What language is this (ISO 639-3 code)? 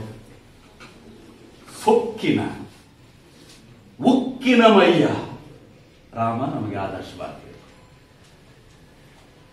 kan